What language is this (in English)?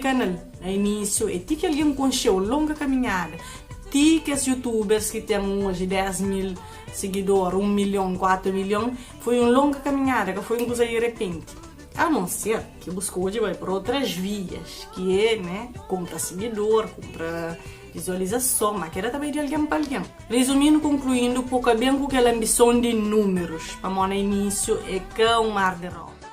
Kabuverdianu